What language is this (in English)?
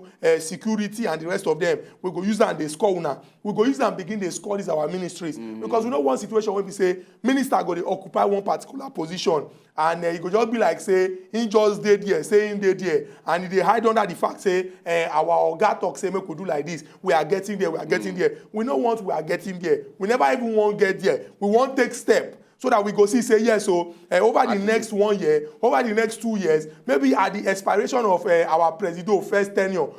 Nigerian Pidgin